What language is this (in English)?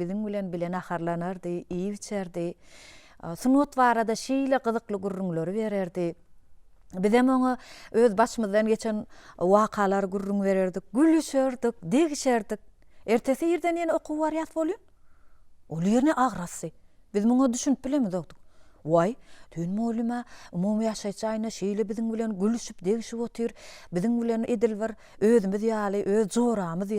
Turkmen